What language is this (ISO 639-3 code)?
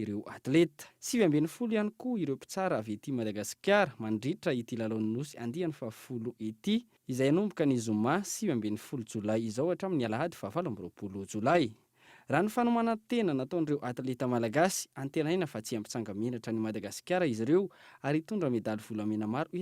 mlg